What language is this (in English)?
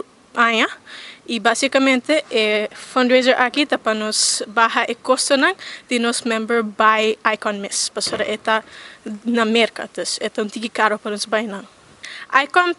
Papiamento